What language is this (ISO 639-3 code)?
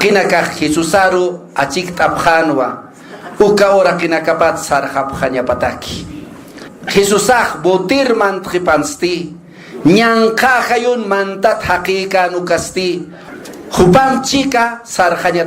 aym